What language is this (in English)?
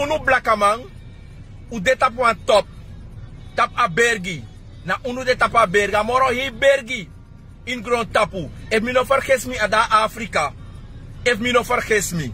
Sranan Tongo